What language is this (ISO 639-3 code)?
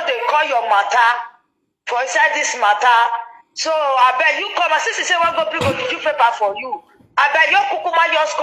pcm